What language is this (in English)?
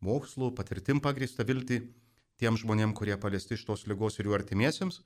Lithuanian